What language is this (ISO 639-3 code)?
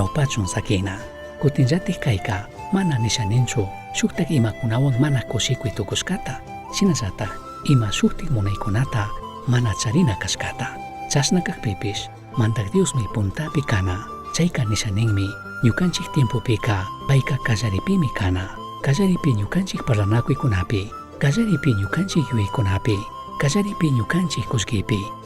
qug